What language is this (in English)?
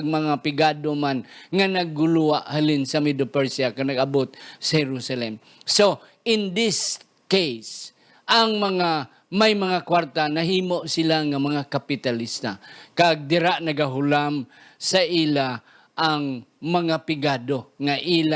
Hiligaynon